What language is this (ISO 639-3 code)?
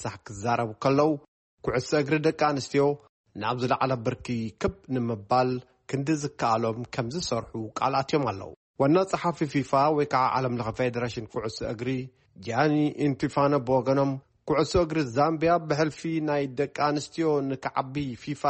tir